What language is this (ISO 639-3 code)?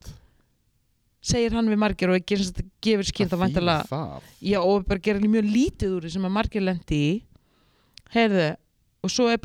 isl